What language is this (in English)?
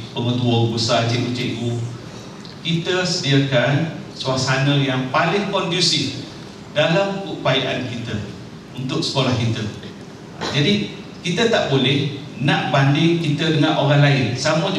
Malay